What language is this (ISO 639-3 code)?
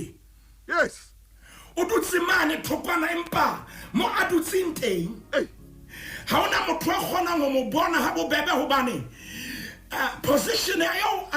sot